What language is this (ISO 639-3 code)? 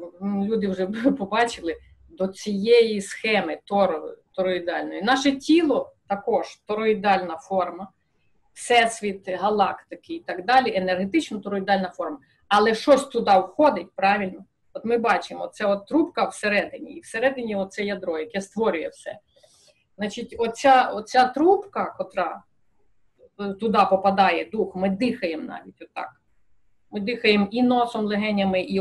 ukr